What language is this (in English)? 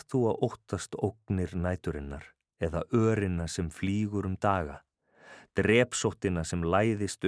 Icelandic